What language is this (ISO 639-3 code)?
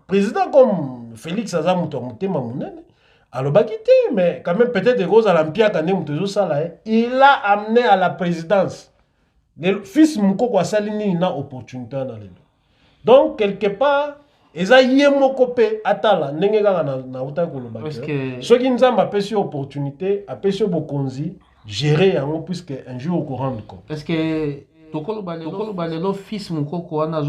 lin